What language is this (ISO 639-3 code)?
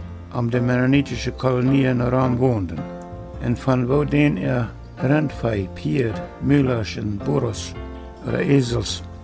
pdt